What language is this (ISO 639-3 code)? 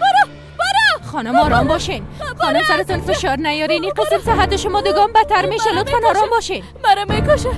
fas